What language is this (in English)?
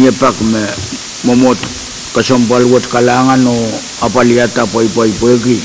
Pohnpeian